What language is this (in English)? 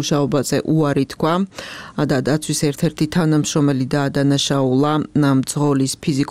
Georgian